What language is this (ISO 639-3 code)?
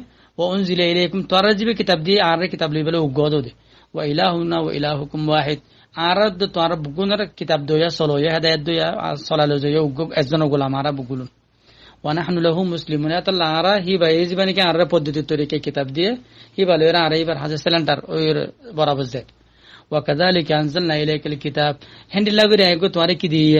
rhg